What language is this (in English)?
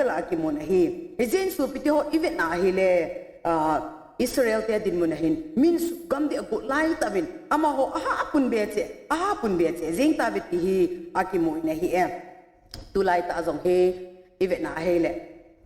Thado Chin